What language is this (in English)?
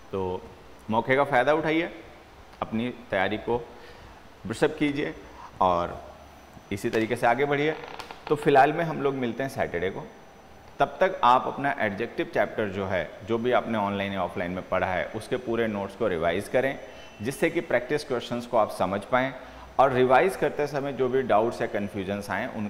Hindi